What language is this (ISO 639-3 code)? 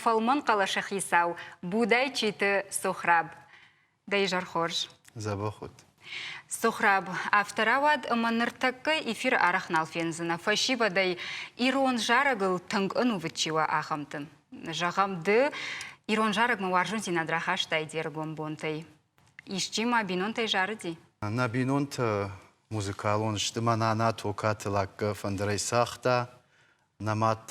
oss